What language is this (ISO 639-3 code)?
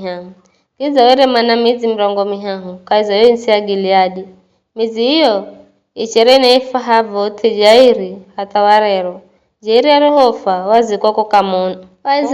nyf